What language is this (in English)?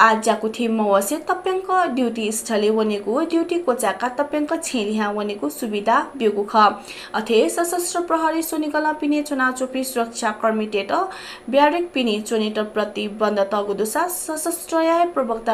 Newari